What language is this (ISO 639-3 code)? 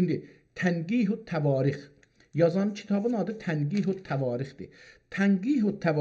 azb